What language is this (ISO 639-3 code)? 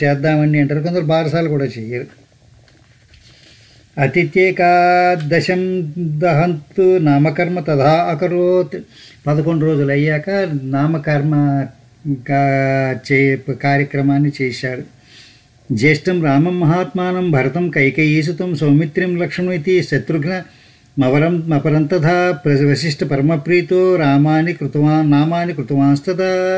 tel